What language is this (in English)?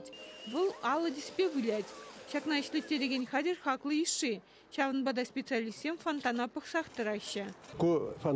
Chuvash